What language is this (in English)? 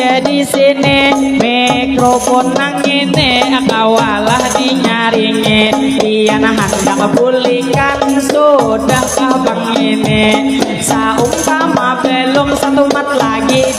Banjar